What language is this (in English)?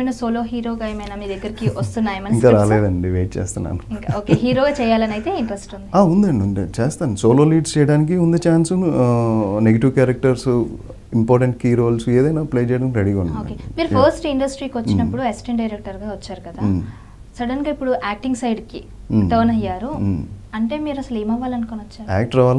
Telugu